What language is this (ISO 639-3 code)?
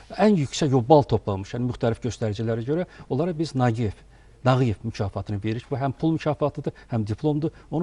aze